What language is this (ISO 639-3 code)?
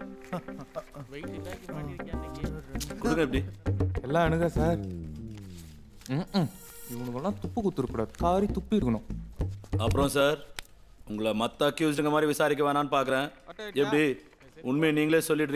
tam